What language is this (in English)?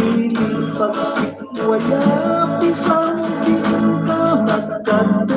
Hiligaynon